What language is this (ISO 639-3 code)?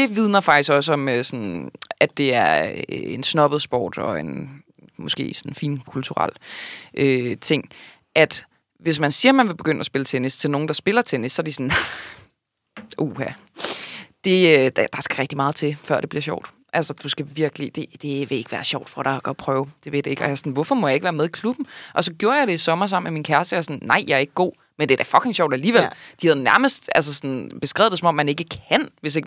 dan